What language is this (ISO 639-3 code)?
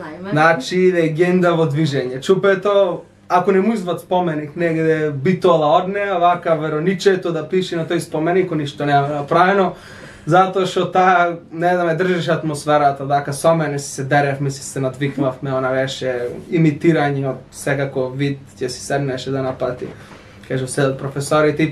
mkd